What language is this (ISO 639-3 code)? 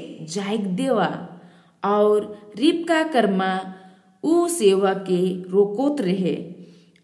sck